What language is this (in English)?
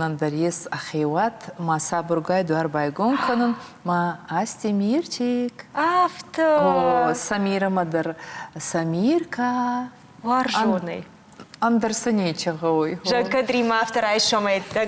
Ossetic